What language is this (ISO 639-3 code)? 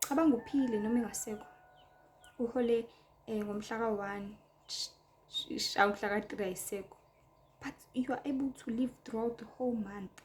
zul